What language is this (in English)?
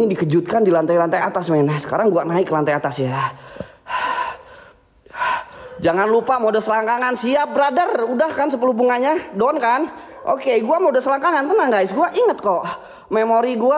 Indonesian